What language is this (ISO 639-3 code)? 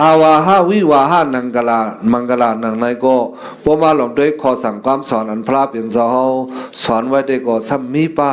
shn